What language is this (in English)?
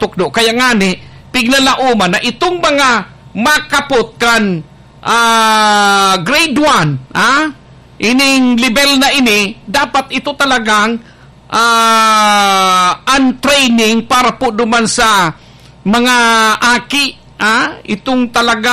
Bikol